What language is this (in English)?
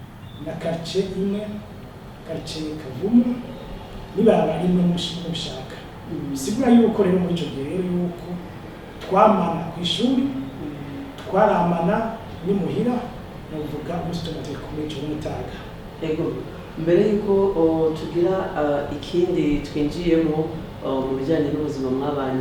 Rundi